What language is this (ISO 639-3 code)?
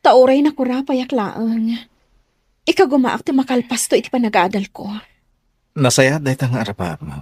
ilo